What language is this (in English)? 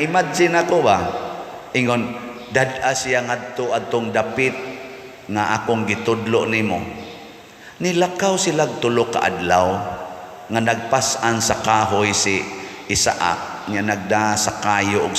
Cebuano